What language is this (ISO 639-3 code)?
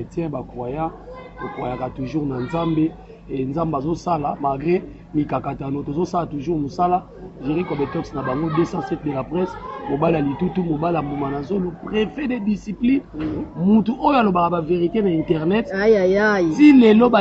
lin